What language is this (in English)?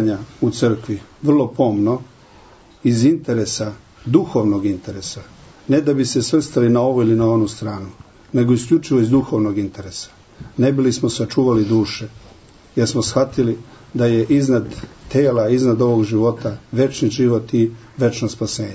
Serbian